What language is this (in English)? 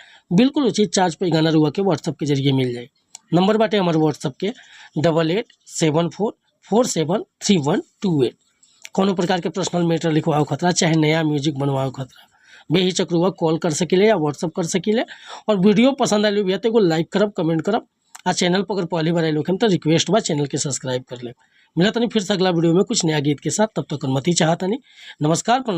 Bhojpuri